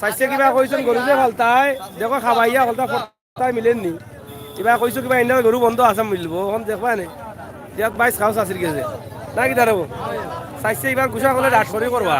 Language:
Sylheti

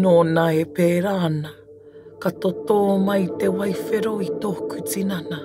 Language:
Māori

